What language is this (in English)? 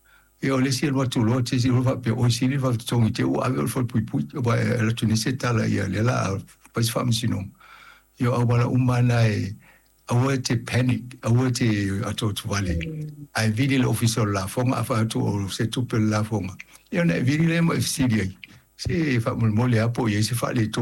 Samoan